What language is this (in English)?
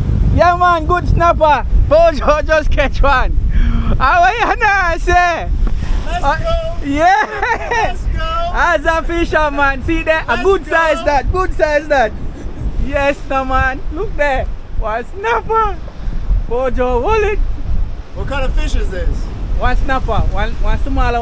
Jamaican Creole English